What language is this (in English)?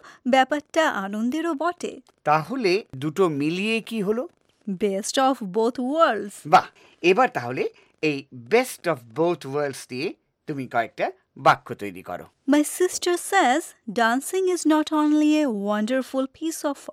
Bangla